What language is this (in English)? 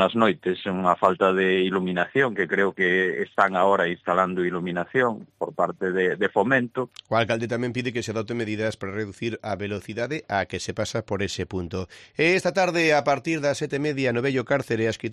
Galician